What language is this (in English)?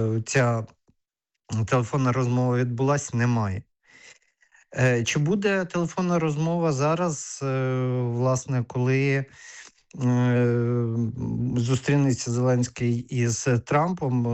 Ukrainian